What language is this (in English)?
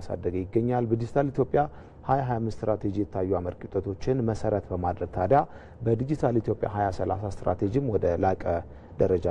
Amharic